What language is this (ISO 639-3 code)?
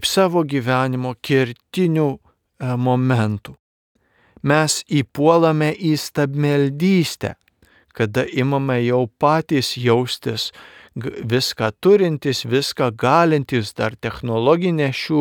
lit